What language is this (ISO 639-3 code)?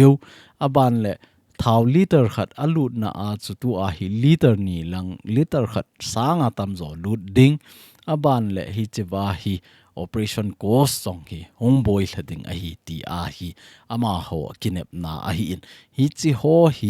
tcz